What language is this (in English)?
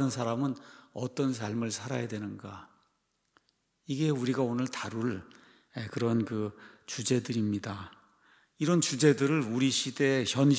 Korean